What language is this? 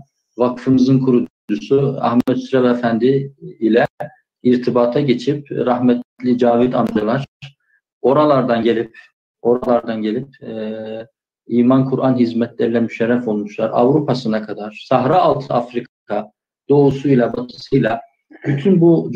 Turkish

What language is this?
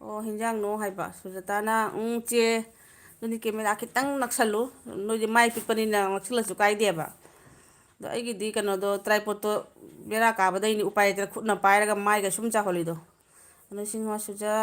Manipuri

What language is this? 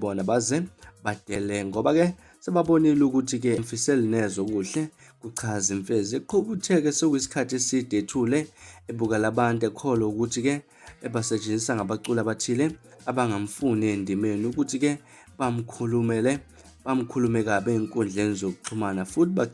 Zulu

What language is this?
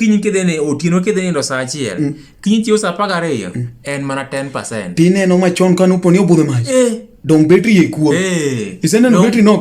Luo (Kenya and Tanzania)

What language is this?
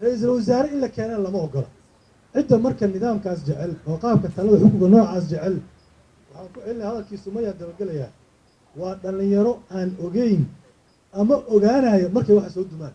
Somali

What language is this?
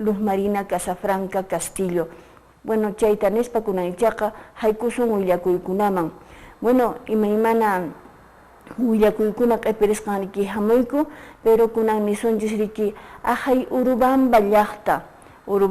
Quechua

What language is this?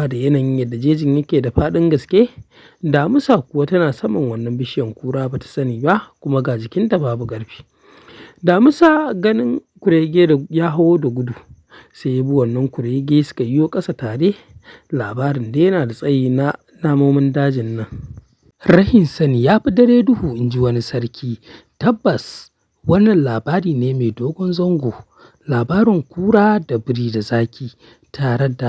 Hausa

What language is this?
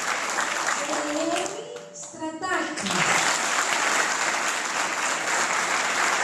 Greek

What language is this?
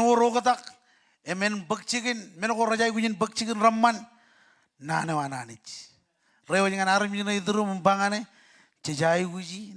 Marshallese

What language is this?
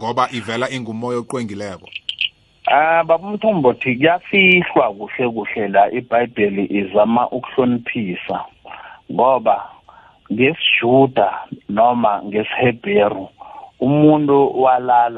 South Ndebele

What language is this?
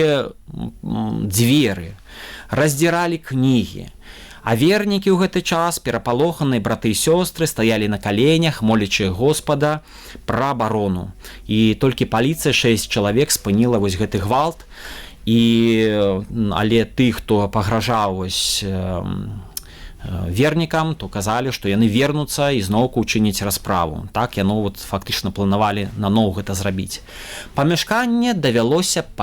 Belarusian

